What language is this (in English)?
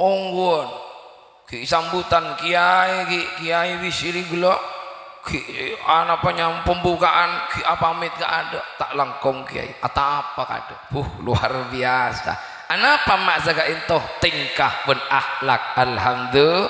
Madurese